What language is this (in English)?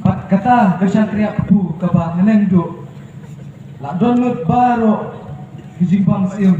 Khasi